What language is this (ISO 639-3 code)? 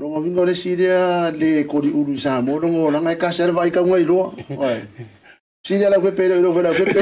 smo